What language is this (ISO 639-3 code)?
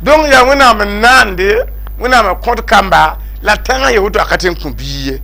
mos